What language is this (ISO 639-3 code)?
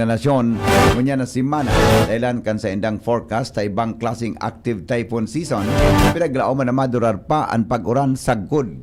bik